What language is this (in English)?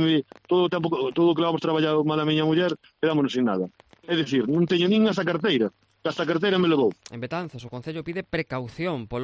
Galician